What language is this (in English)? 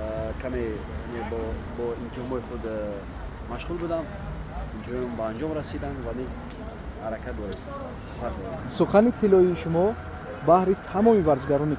Tajik